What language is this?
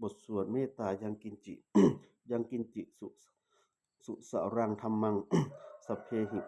Pali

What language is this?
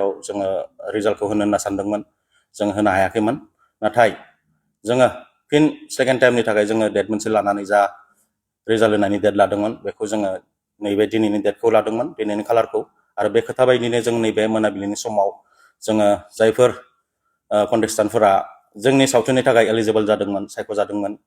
Bodo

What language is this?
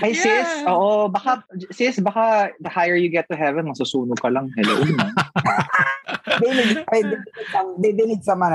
Filipino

